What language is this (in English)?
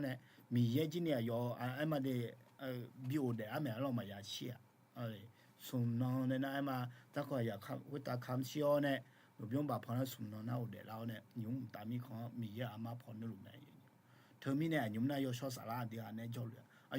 Akha